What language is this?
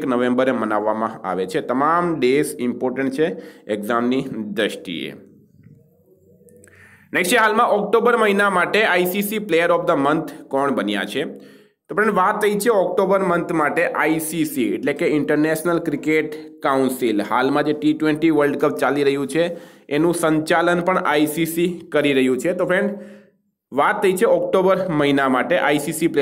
Gujarati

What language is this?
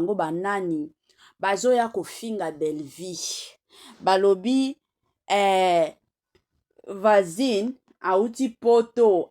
Lingala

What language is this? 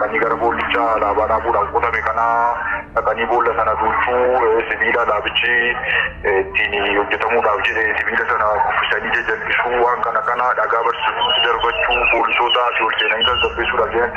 Oromo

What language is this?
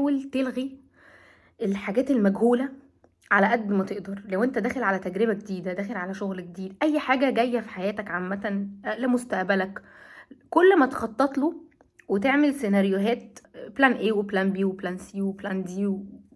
Egyptian Arabic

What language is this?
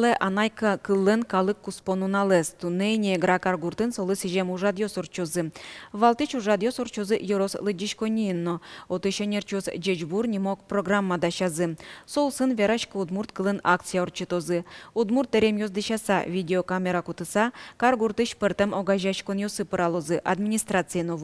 Udmurt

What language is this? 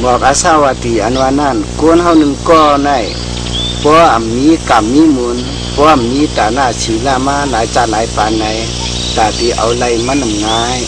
Shan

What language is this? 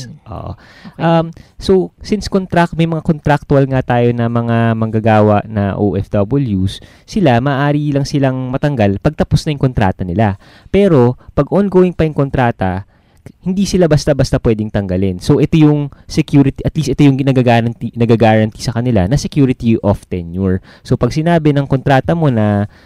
Filipino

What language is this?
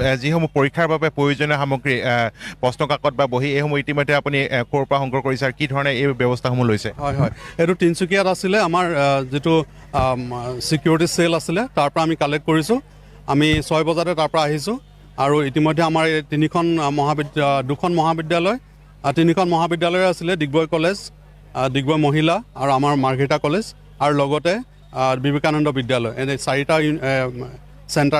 Assamese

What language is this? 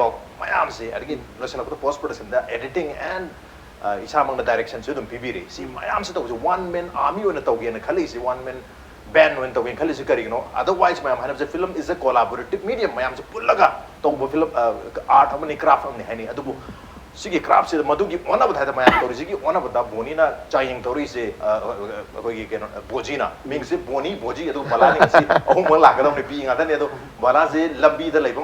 Manipuri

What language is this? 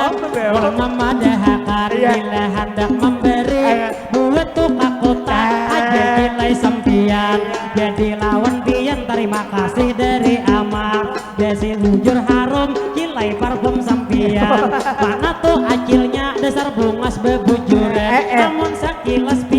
Banjar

